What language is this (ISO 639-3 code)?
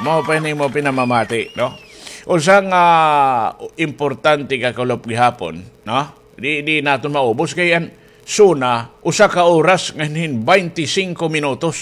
war